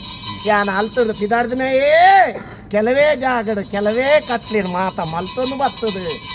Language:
Tulu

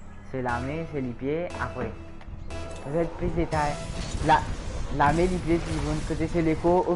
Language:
Morisyen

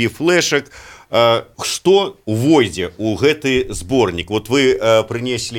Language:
Belarusian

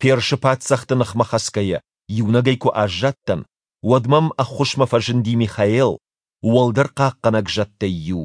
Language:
Ossetic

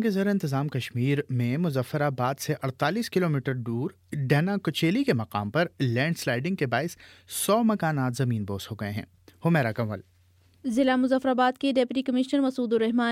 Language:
Urdu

